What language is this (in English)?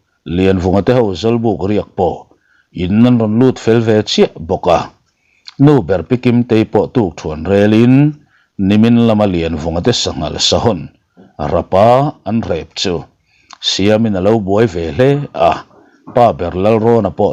Mizo